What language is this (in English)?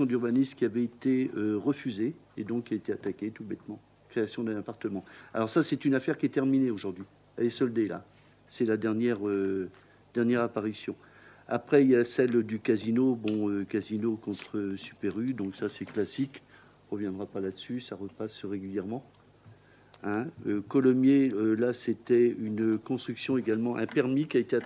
French